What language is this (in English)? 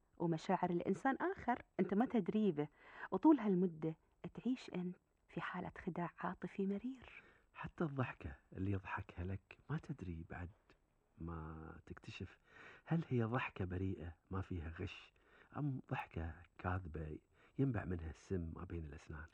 Gulf Arabic